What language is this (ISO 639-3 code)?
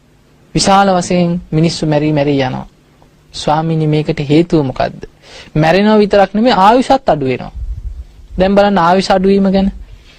sin